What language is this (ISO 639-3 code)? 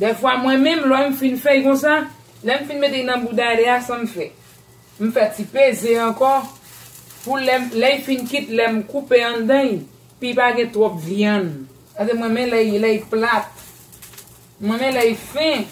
hat